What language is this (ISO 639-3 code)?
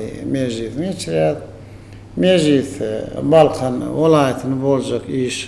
tuk